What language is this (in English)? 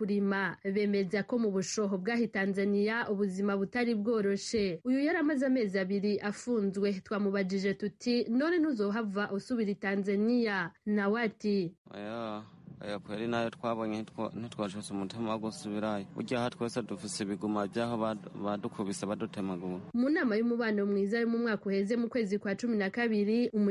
Rundi